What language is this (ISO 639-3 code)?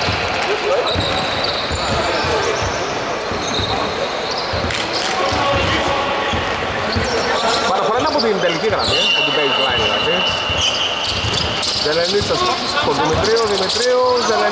ell